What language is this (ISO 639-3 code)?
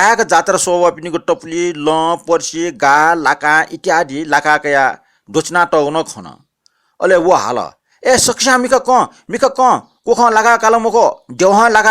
new